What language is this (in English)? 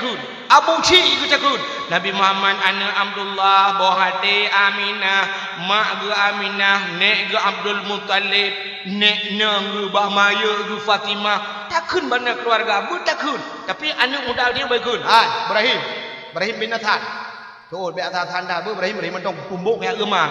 Achinese